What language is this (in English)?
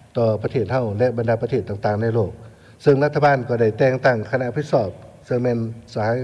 Lao